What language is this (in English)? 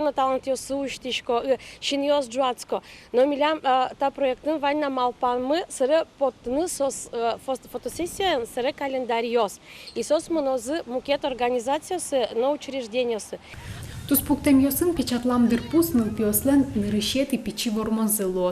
Udmurt